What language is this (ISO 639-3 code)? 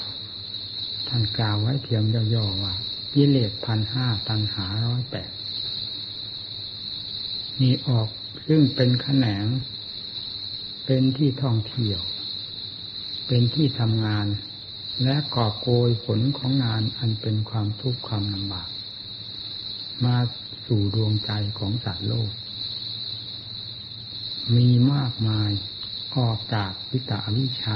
tha